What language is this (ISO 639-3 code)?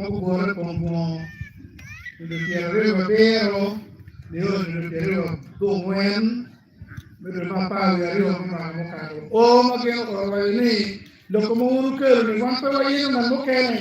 ach